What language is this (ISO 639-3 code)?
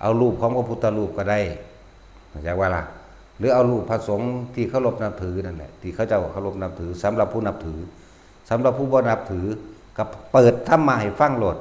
lao